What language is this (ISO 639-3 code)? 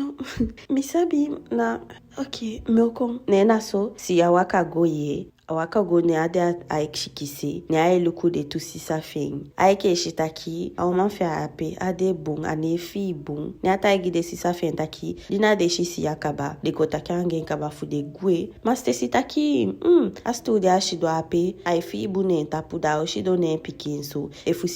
djk